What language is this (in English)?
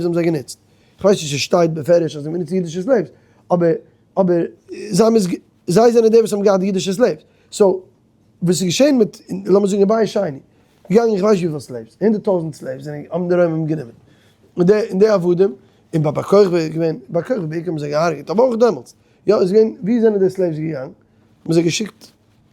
Yiddish